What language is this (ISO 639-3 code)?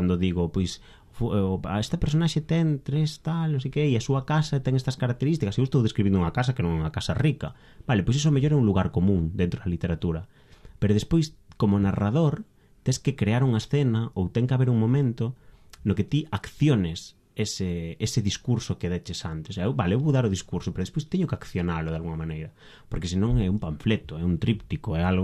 glg